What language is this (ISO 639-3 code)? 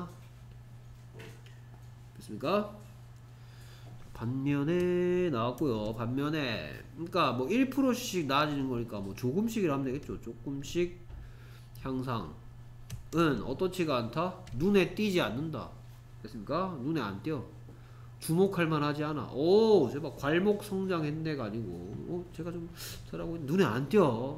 kor